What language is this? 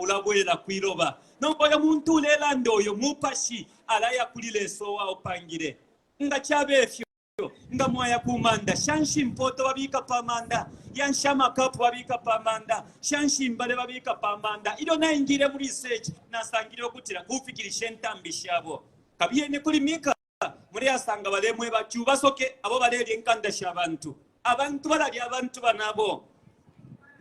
Bemba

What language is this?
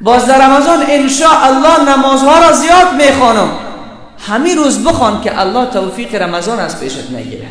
Persian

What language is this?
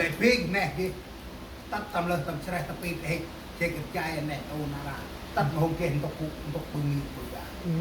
Central Mnong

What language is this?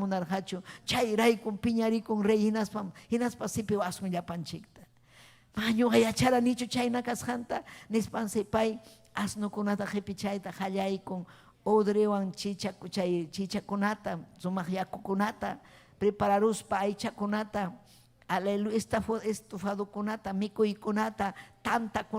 Ayacucho Quechua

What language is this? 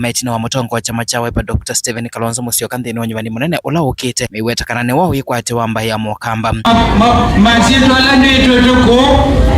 Kamba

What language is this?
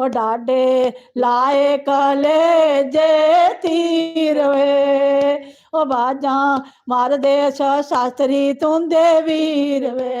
Dogri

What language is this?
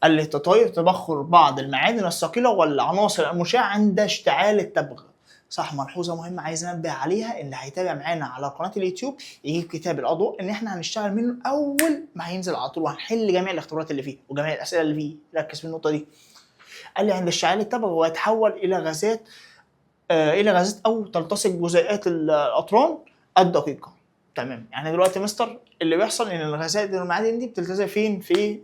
Egyptian Arabic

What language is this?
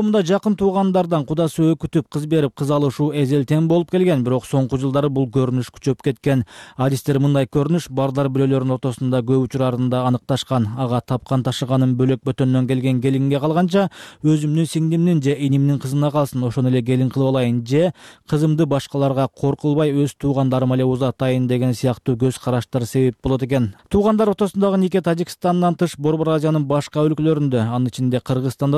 Kyrgyz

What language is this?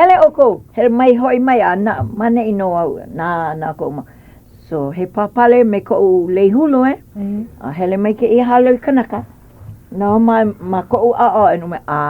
Hawaiian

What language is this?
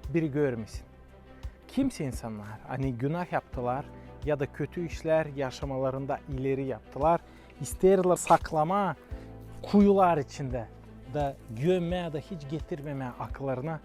Gagauz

